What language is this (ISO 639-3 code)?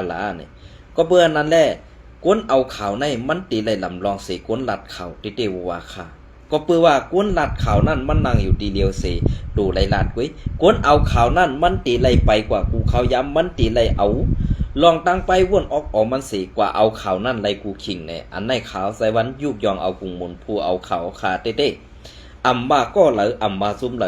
shn